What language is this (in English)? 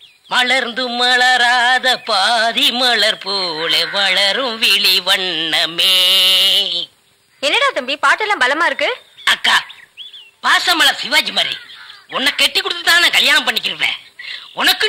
Tamil